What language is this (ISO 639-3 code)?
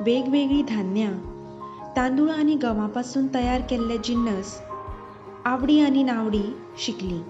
kok